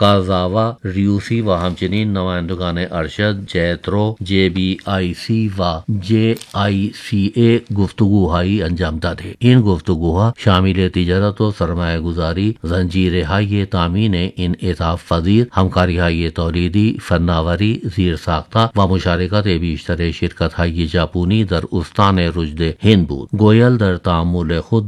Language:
Urdu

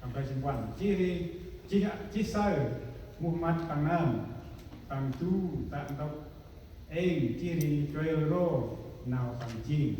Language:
Central Mnong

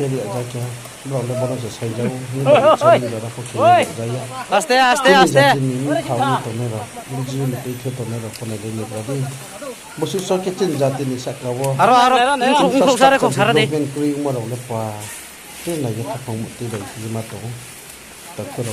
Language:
Riang (India)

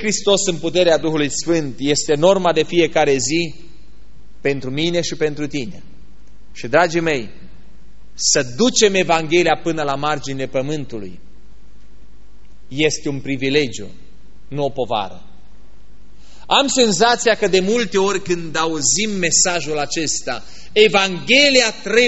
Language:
Romanian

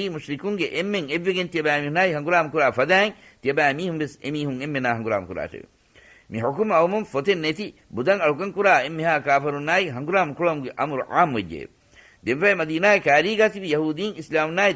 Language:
Divehi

